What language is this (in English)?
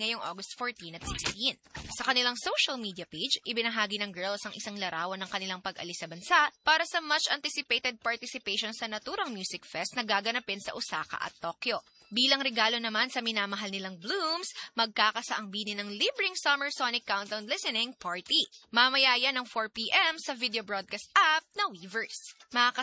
Filipino